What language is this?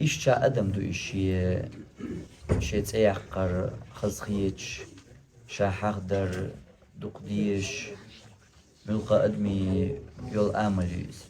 Chechen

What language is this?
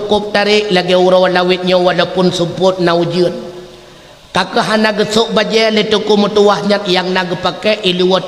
Achinese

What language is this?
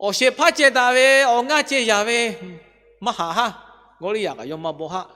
Lahu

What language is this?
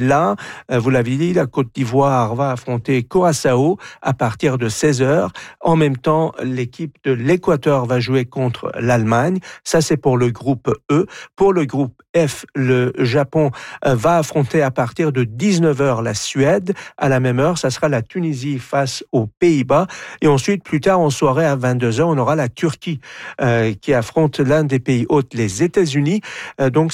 French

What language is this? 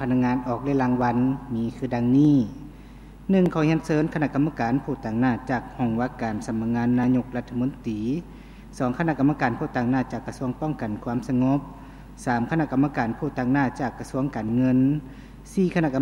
Lao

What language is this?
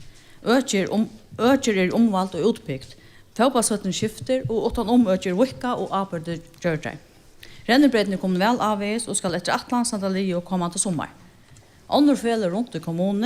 Faroese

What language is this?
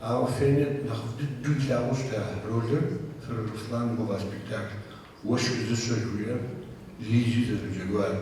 Kabardian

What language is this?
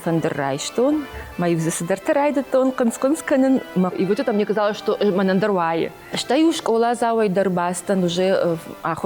Ossetic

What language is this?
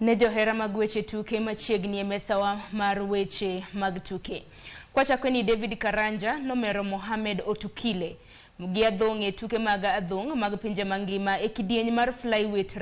Luo (Kenya and Tanzania)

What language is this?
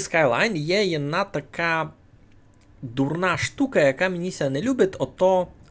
Rusyn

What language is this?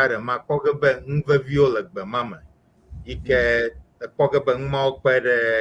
Ewe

